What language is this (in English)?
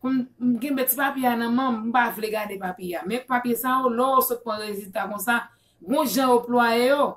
Haitian Creole